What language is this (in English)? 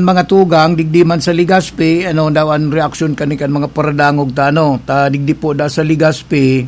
Bikol